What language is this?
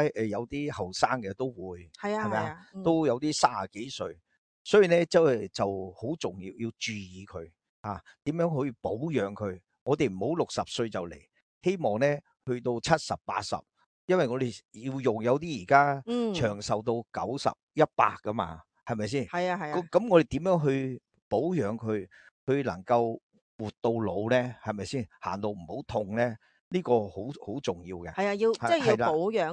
Cantonese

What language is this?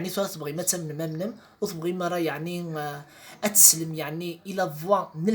Kabyle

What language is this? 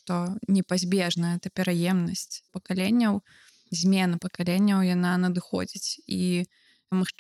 Belarusian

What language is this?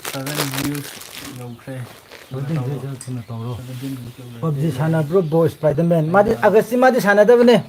Manipuri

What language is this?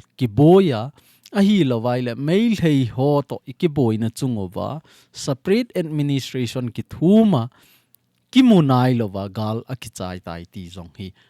Thado Chin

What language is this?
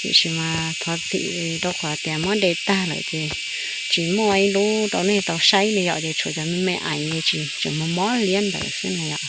Hmong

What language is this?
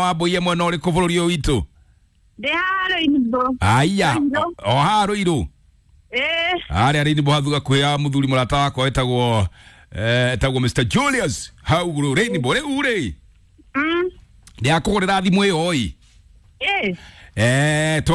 Kikuyu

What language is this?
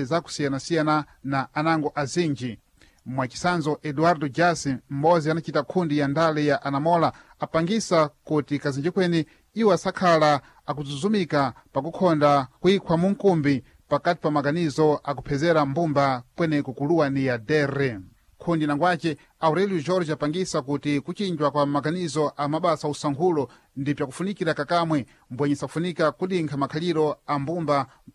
Sena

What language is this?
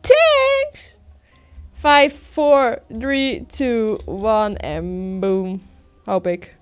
Western Frisian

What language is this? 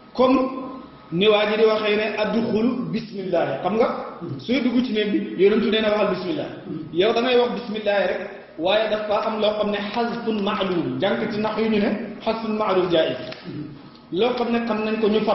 Wolof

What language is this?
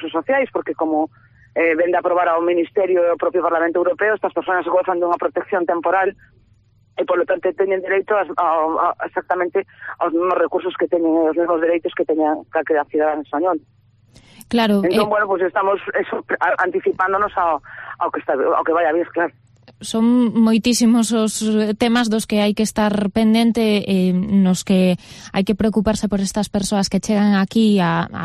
Galician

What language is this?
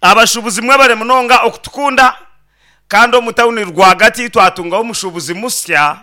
Nyankole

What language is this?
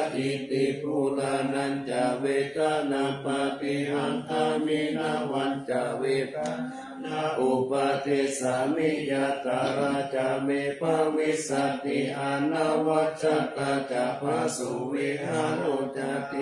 Pali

